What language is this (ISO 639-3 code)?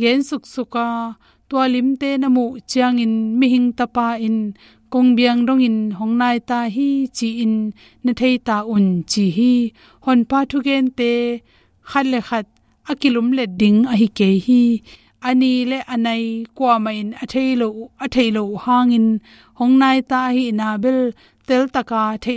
ctd